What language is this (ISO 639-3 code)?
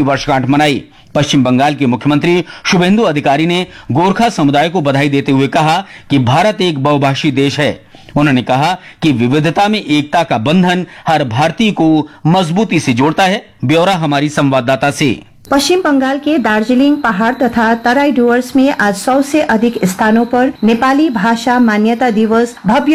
hin